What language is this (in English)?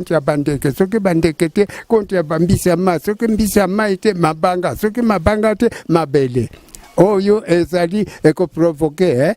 Lingala